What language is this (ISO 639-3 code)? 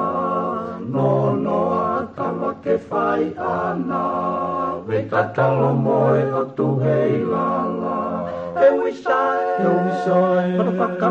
ton